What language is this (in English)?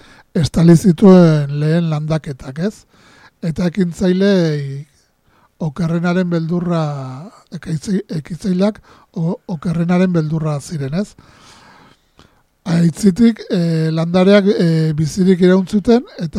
Basque